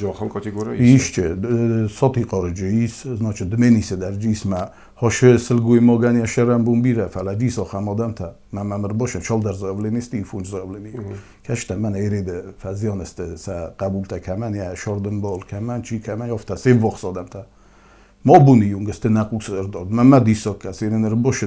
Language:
Ossetic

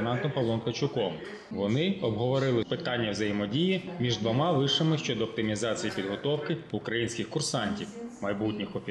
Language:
Ukrainian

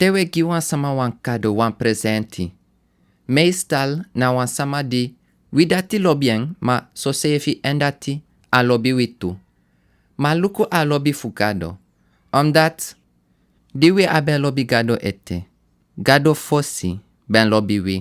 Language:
Sranan Tongo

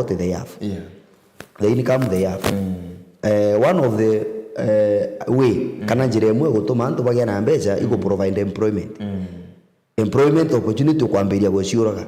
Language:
Meru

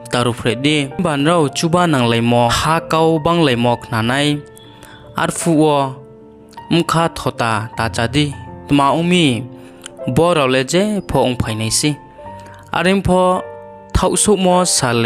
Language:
Riang (India)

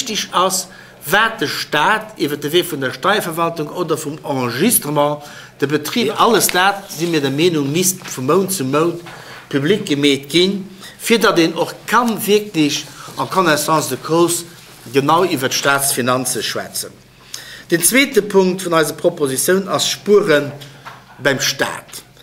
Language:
Luxembourgish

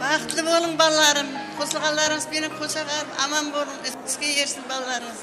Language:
Kara-Kalpak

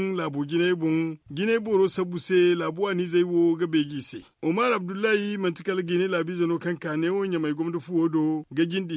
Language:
Zarma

